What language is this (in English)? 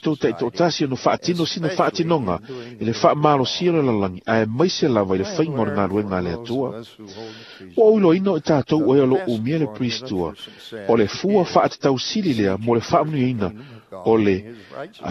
Samoan